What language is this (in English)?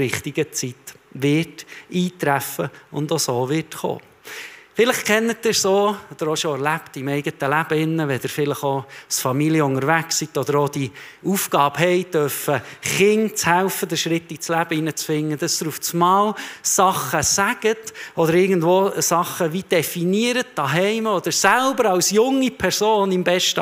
Swiss German